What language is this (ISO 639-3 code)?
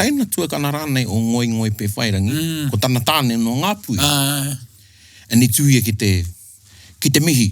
mri